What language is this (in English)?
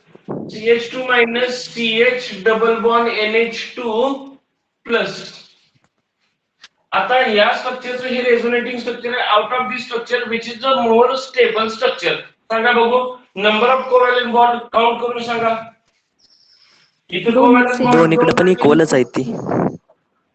Marathi